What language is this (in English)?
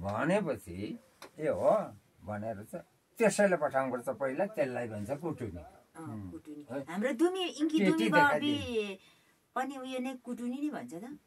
Nepali